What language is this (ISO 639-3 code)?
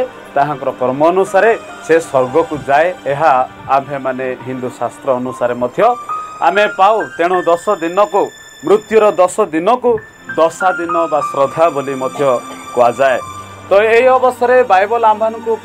ori